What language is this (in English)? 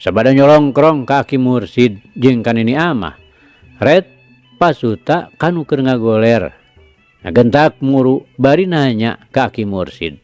Sundanese